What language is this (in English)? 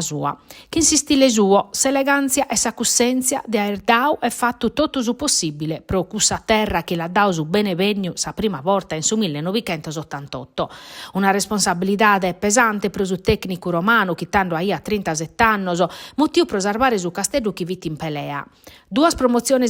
Sardinian